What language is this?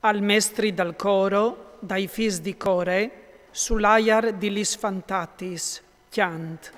Friulian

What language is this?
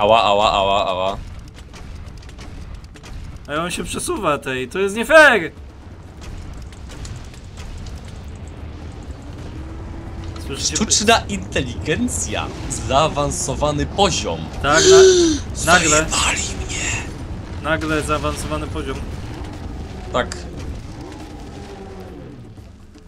Polish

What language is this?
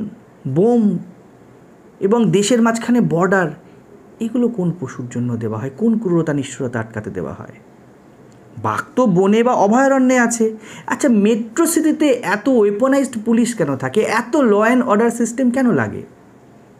Bangla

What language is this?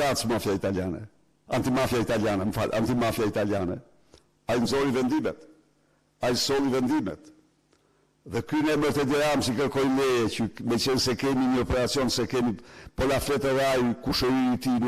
Albanian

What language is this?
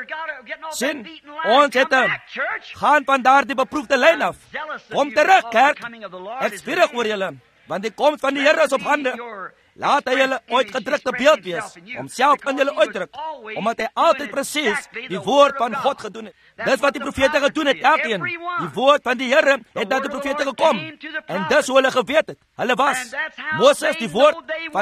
Afrikaans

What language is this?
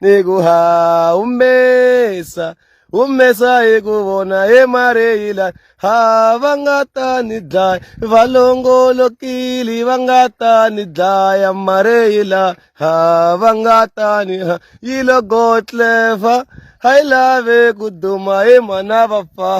Tsonga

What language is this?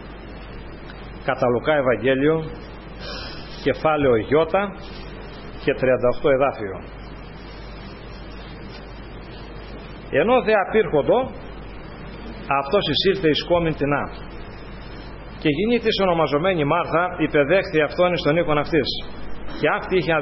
Greek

